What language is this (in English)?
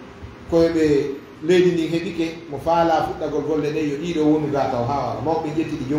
Fula